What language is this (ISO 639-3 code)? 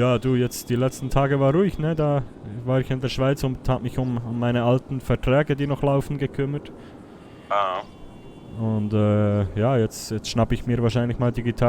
gsw